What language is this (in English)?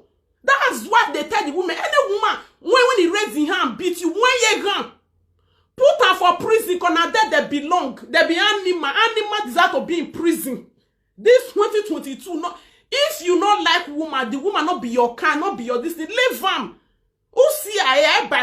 Nigerian Pidgin